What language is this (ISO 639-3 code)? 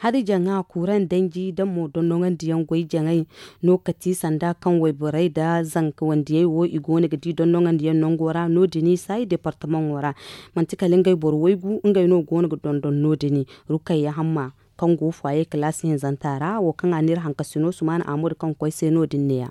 dje